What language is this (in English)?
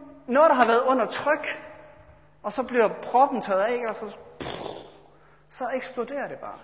Danish